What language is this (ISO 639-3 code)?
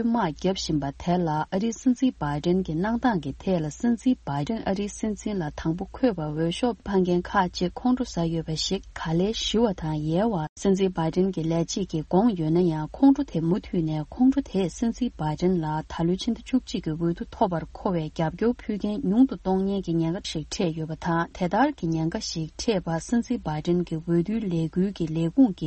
bod